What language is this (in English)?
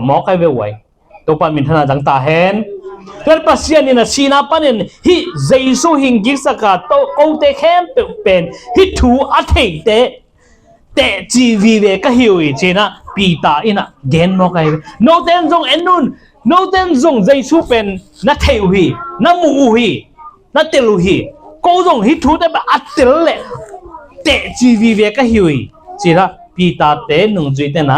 Tedim Chin